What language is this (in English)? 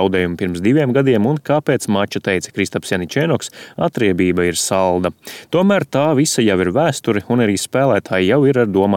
Latvian